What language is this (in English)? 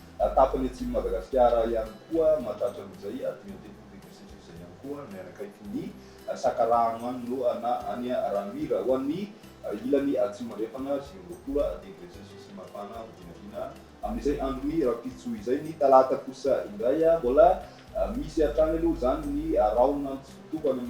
Malagasy